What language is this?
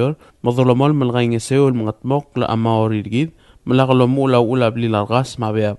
Palauan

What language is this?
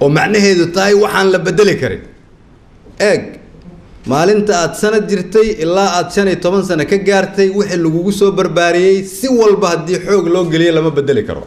Somali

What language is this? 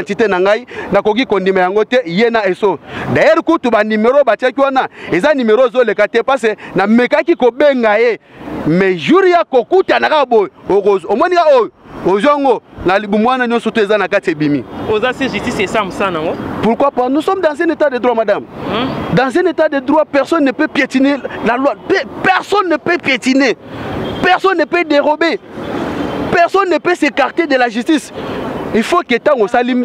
Lingala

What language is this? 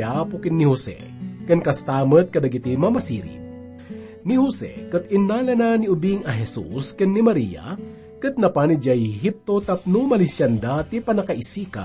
Iloko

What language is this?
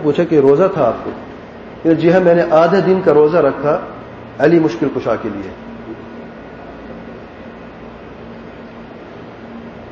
Urdu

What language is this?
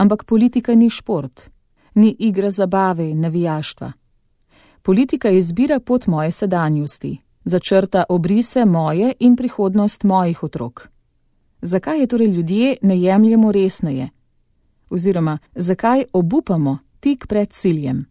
Slovenian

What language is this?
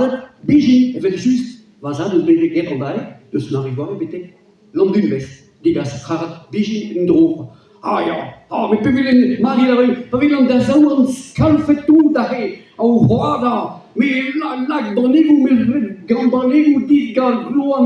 Breton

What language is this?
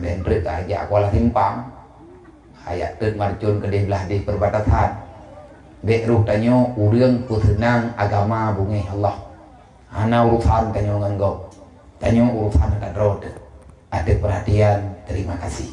Achinese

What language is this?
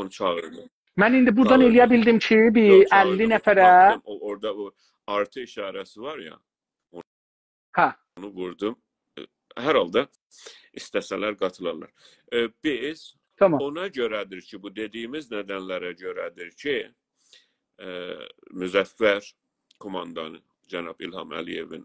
South Azerbaijani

